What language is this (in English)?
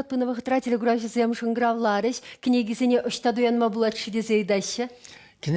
Chuvash